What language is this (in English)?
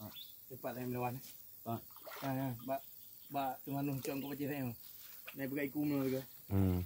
Achinese